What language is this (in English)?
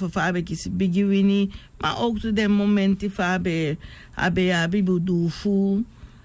Sranan Tongo